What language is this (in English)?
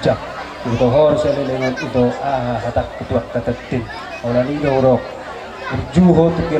Batak Toba